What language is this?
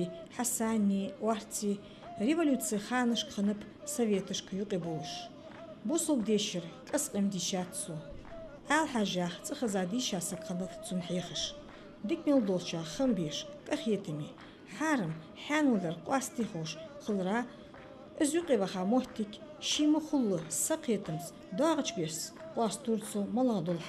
Ingush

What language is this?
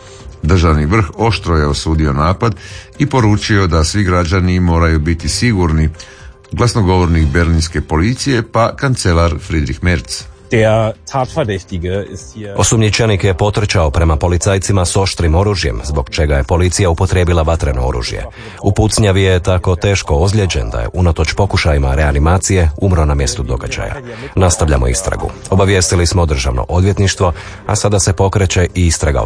Croatian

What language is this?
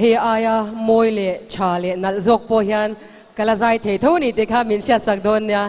Mizo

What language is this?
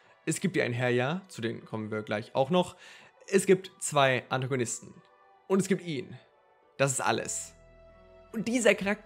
German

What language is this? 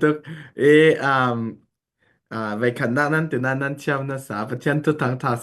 Falam Chin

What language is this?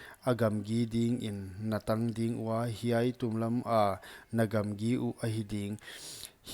Paite Chin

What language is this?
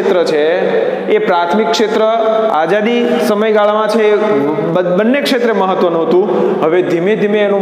Gujarati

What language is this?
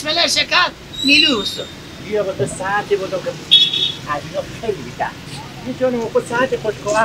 Persian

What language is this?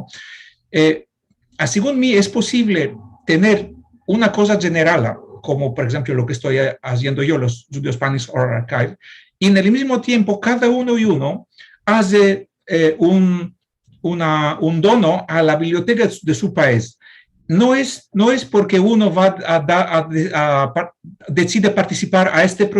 Ladino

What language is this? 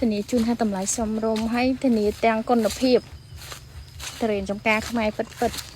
Khmer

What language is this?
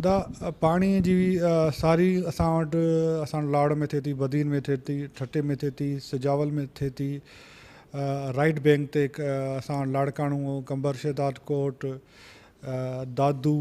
Sindhi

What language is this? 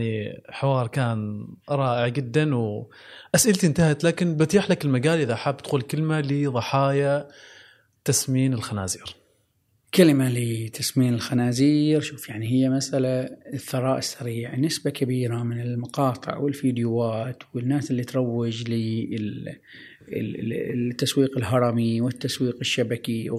Gulf Arabic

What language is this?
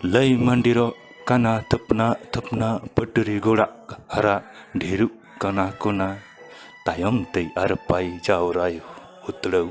Santali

